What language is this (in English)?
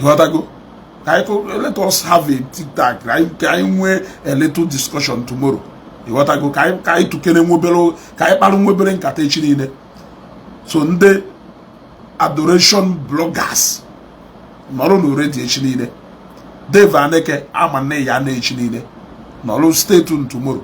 Igbo